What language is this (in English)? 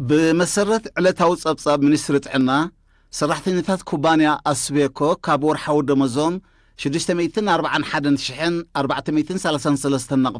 Tigrinya